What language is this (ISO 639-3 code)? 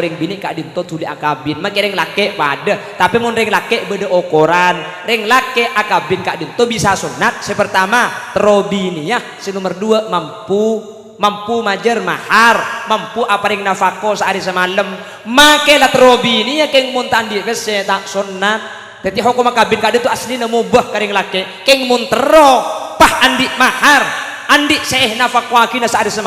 mad